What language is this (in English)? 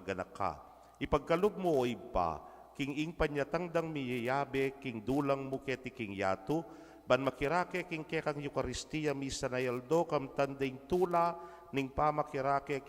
Pampanga